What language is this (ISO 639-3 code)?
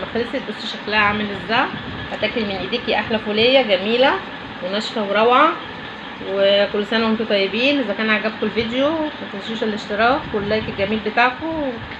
arz